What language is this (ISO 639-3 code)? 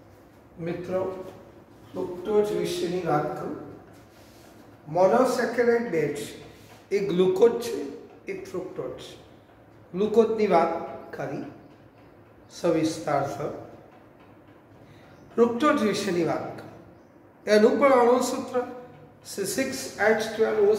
guj